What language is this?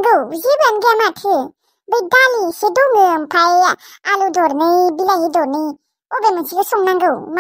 Bodo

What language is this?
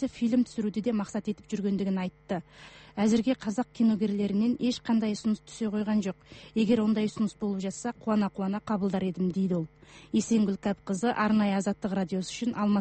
Kazakh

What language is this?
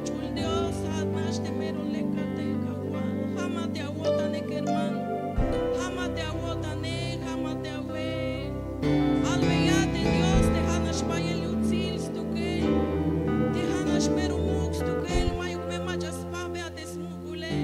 Tzeltal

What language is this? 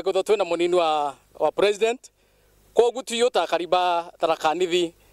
Meru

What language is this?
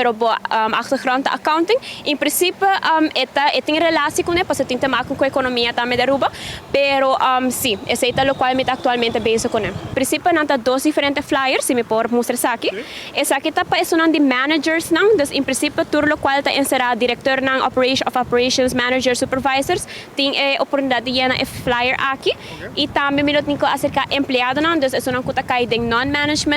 Papiamento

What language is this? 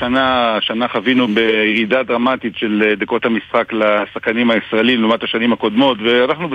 Hebrew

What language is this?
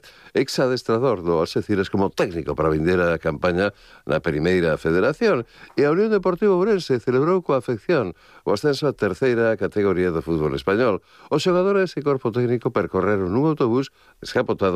Galician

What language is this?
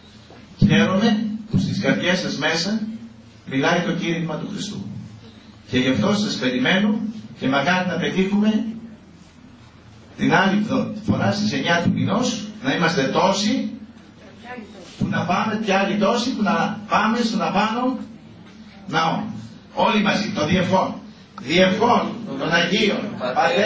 Greek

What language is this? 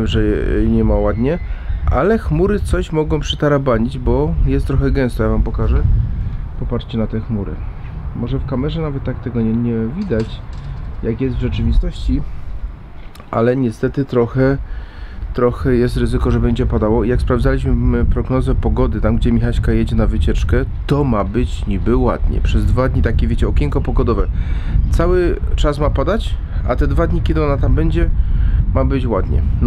Polish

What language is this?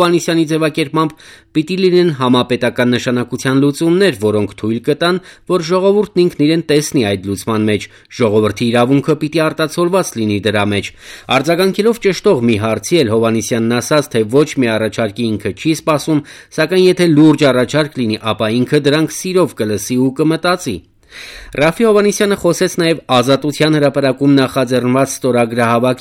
Armenian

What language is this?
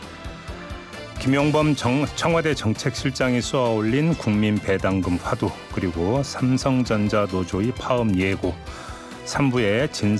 Korean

